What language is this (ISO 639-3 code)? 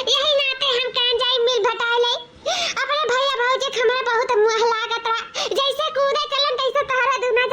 awa